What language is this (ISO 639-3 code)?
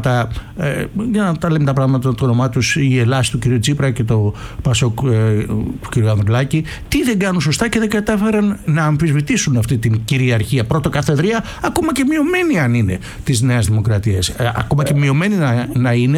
ell